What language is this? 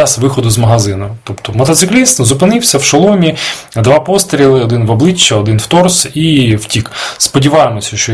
Ukrainian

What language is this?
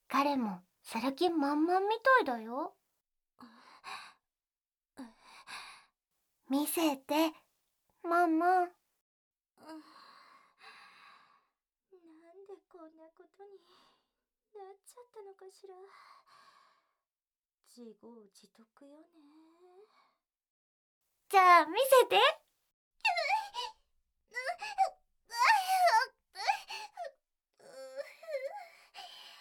Japanese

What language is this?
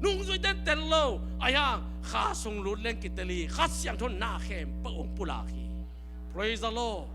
Tedim Chin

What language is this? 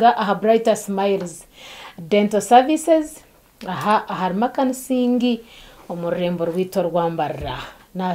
Nyankole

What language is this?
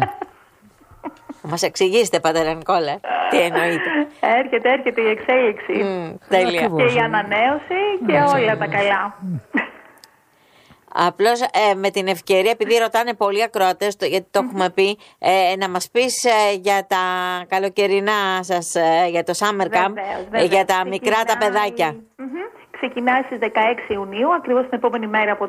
Greek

